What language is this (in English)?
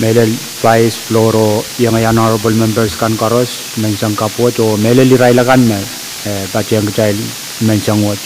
Pohnpeian